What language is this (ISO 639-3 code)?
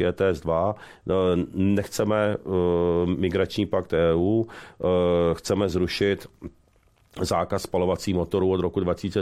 ces